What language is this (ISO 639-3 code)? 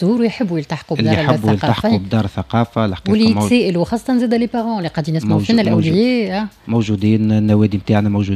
aeb